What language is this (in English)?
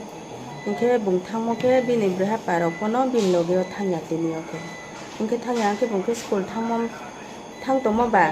Riang (India)